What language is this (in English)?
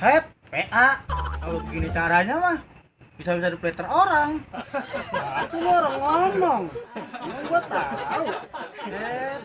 Betawi